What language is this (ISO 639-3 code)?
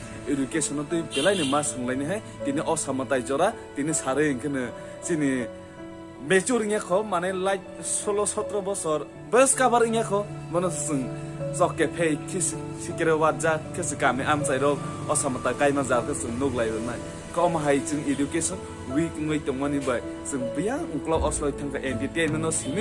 trp